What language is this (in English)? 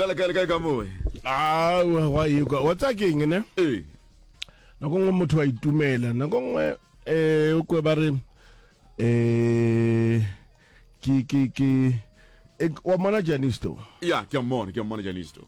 Northern Sotho